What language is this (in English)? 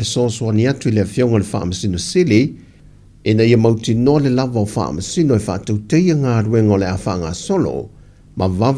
Samoan